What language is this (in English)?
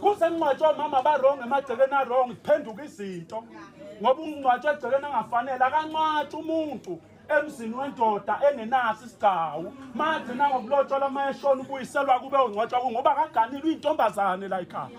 Zulu